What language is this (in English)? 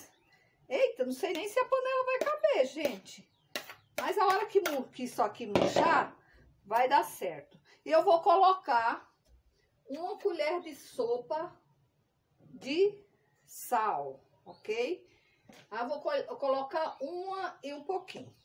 Portuguese